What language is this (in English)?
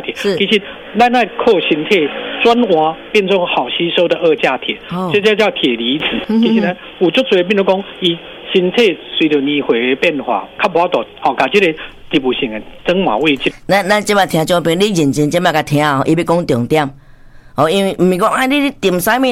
Min Nan Chinese